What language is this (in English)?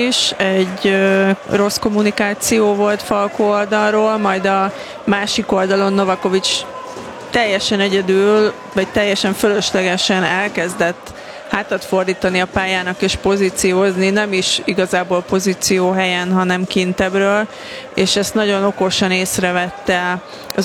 Hungarian